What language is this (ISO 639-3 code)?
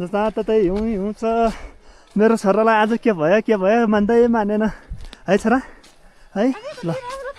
nep